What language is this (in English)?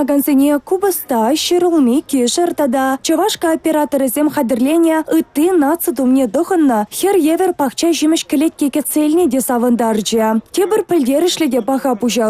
Chuvash